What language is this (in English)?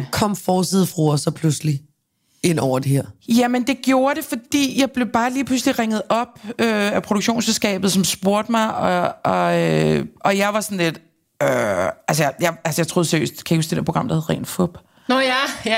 Danish